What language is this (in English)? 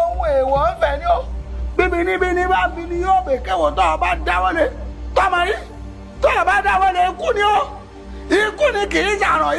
Yoruba